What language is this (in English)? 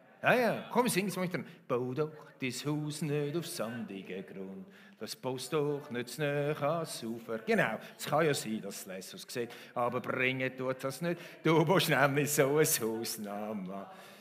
Swiss German